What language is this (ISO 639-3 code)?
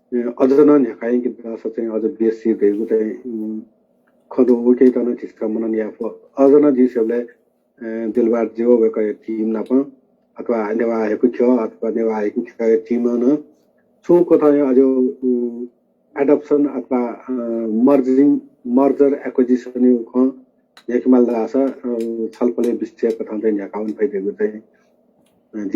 new